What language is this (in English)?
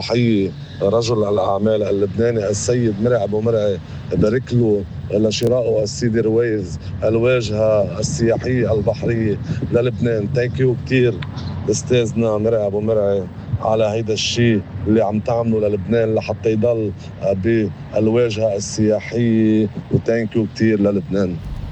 North Levantine Arabic